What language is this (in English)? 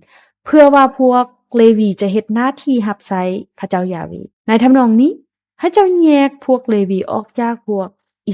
Lao